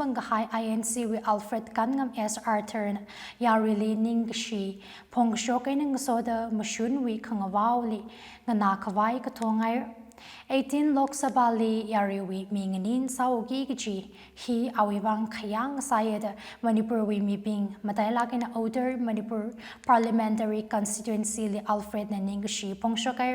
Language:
Tangkhul Naga (India)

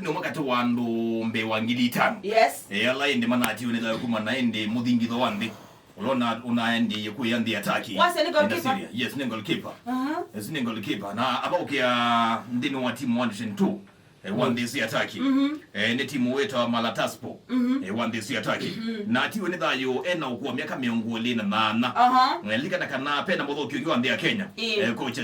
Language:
Kamba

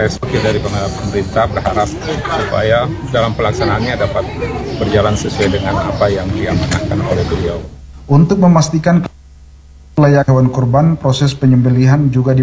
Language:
Indonesian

